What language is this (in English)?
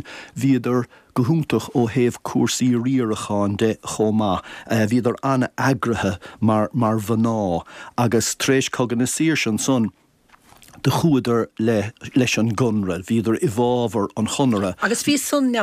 Irish